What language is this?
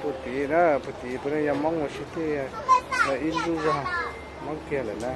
Hmong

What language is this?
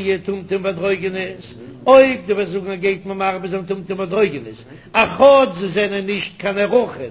Yiddish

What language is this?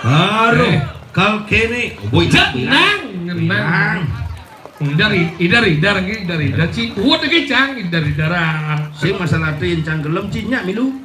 Balinese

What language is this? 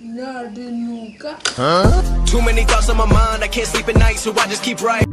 Santali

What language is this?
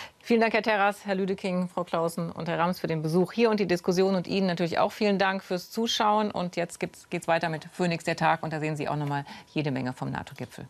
German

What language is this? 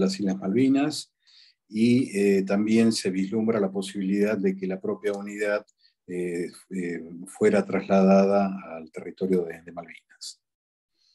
Spanish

